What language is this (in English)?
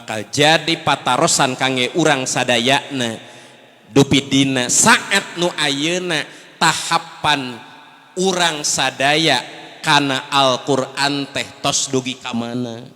Sundanese